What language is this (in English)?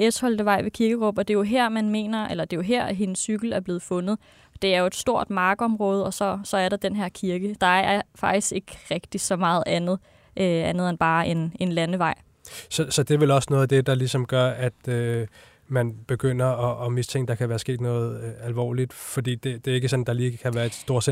Danish